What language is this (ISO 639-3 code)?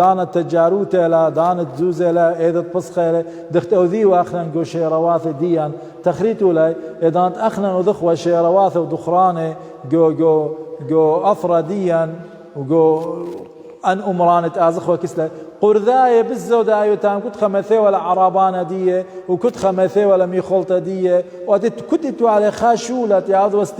aii